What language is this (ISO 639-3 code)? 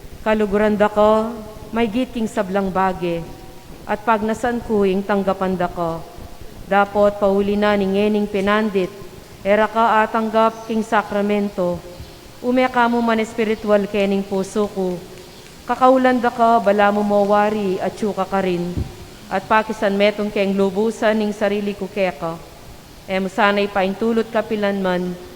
pam